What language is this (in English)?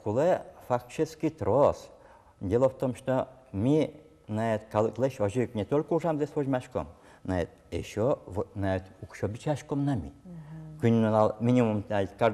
Udmurt